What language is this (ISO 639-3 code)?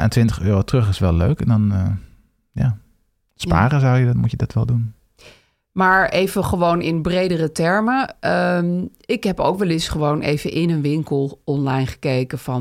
nld